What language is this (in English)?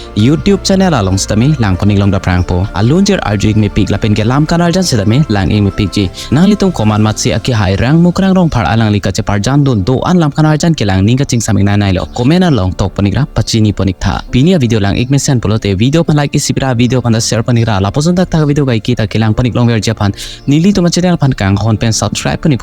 Karbi